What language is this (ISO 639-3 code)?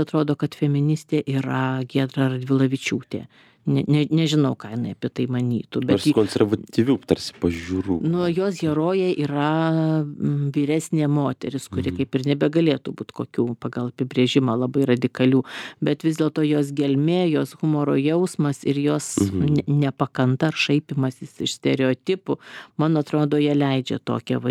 lit